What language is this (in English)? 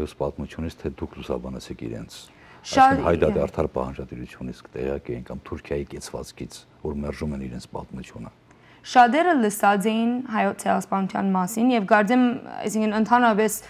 Western Armenian